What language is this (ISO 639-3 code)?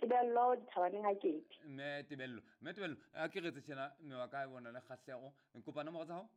sot